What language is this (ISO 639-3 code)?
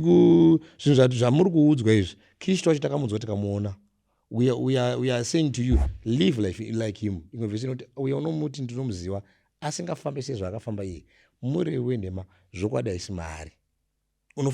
sna